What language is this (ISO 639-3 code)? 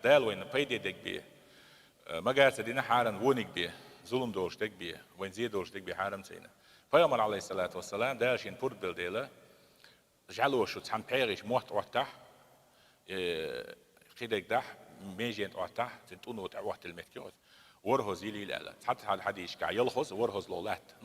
che